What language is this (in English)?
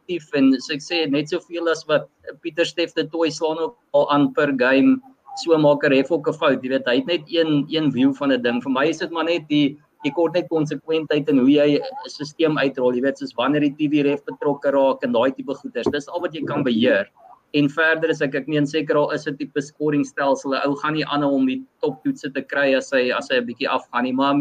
Afrikaans